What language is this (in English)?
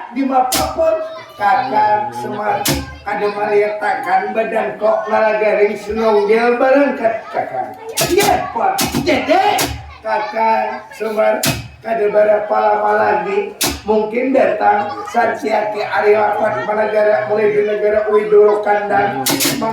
Banjar